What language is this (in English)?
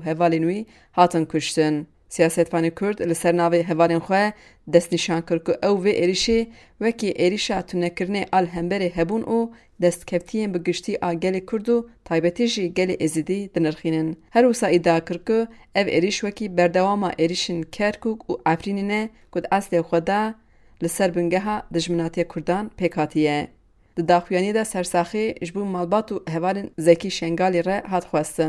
Kurdish